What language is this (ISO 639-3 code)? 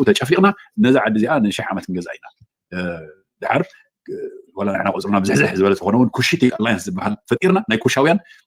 tir